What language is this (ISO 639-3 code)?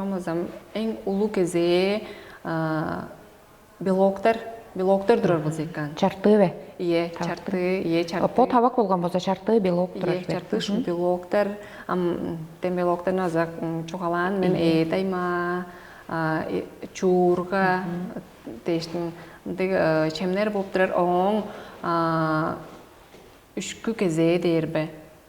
tyv